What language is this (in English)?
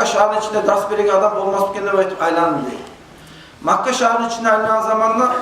Kumyk